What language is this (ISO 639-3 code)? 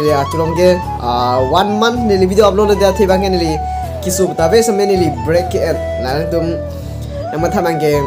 mjw